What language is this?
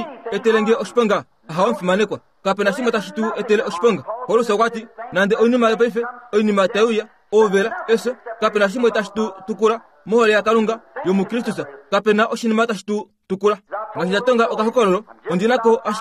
Kuanyama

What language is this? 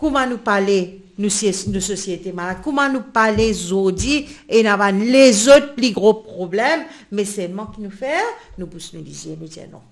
Morisyen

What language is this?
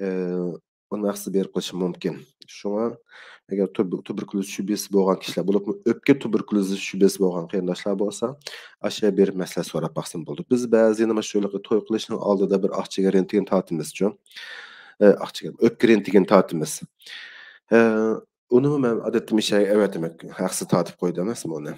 Uyghur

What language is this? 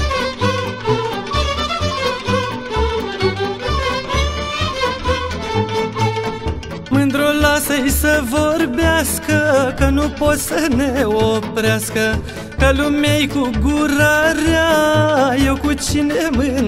Romanian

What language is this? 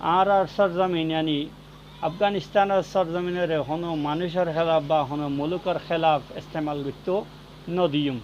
Rohingya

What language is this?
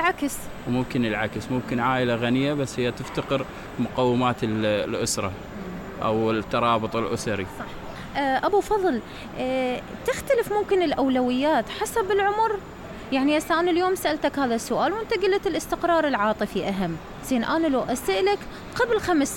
Mesopotamian Arabic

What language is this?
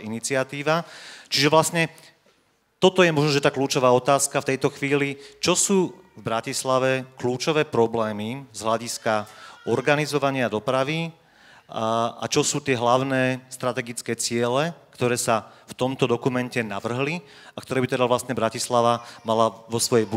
Slovak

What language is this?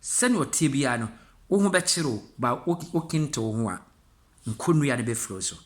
Akan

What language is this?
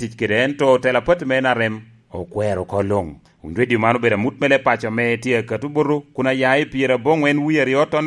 Lango (Uganda)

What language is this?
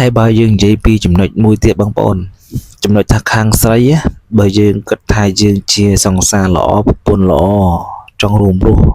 Khmer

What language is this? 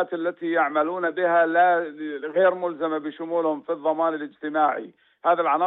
North Levantine Arabic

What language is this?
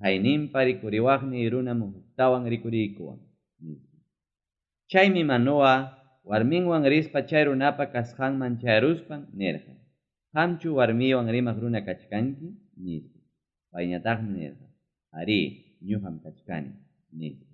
Ayacucho Quechua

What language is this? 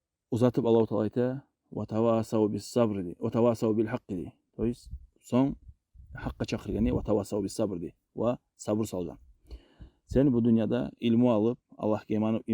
Kumyk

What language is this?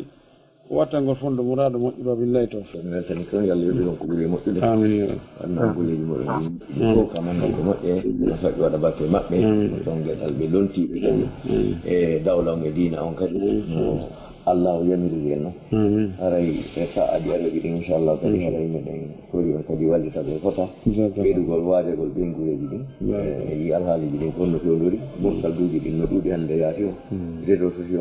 Fula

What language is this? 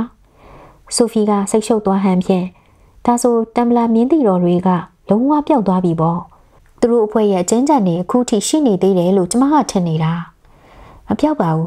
Burmese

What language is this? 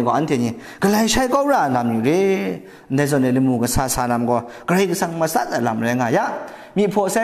Kachin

